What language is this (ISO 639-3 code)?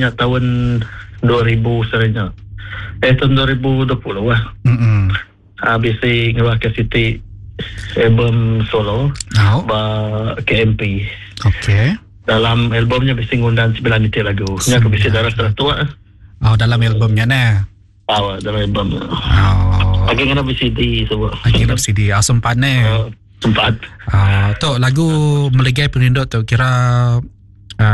iba